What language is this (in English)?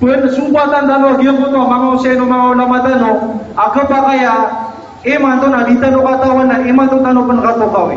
Maranao